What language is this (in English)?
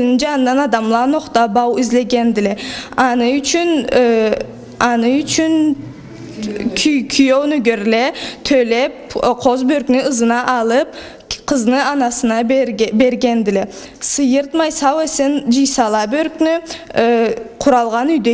Karachay-Balkar